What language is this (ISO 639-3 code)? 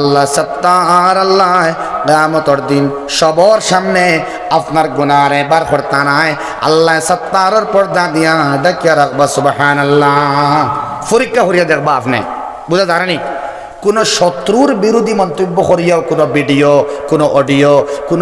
syl